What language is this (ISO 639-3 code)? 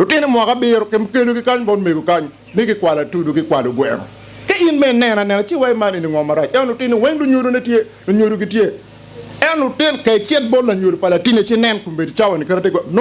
ach